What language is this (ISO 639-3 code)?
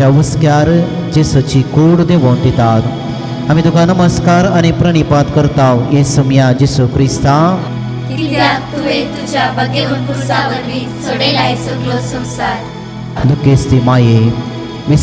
kok